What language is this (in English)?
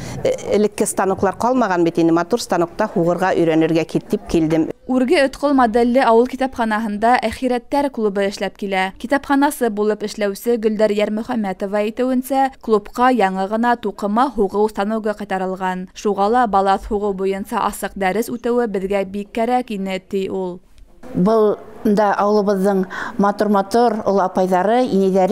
Bashkir